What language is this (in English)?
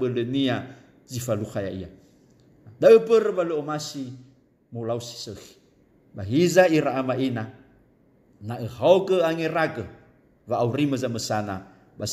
Nias